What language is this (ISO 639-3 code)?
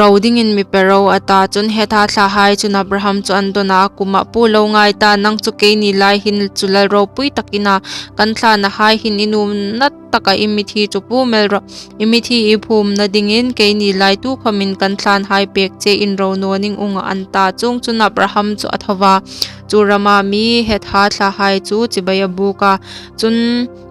hmr